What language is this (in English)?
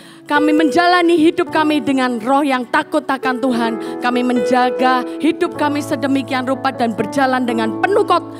Indonesian